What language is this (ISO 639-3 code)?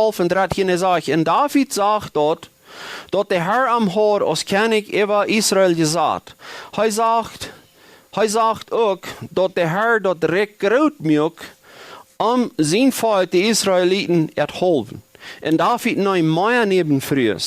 pdt